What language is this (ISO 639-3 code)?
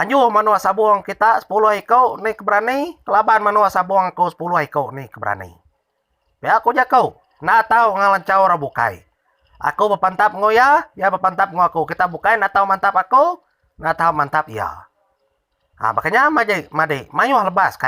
iba